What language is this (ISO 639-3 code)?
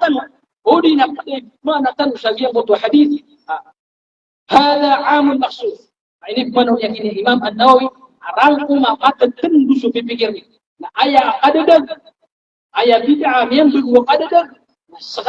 mrw